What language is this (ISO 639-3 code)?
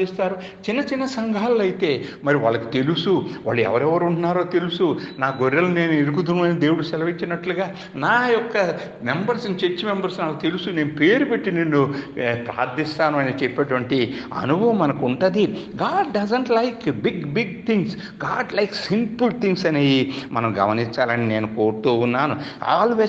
tel